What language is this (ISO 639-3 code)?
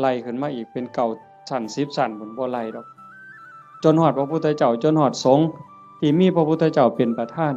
tts